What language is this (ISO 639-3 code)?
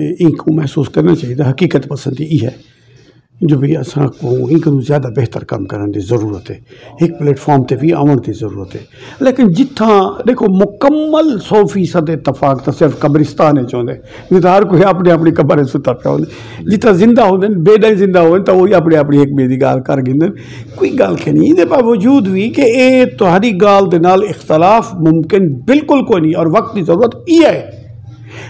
skr